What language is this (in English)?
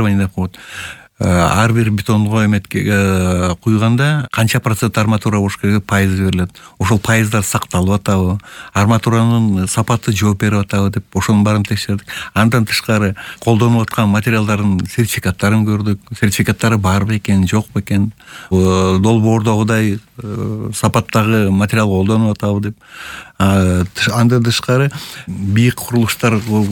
Kyrgyz